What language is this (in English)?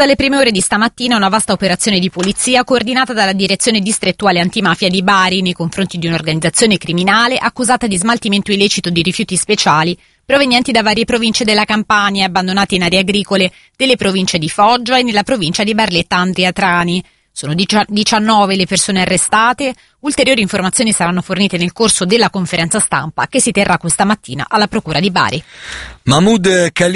Italian